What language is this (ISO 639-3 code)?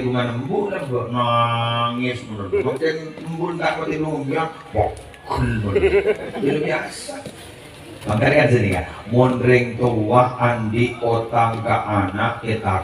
mad